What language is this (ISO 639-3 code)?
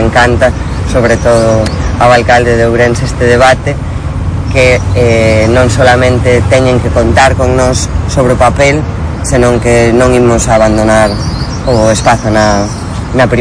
glg